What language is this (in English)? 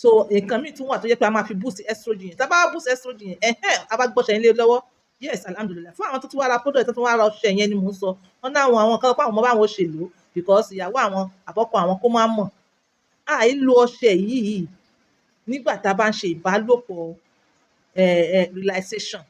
Yoruba